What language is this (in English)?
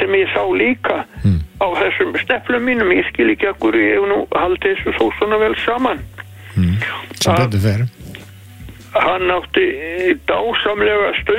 Icelandic